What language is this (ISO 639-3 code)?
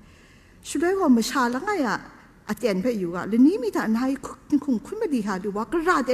kac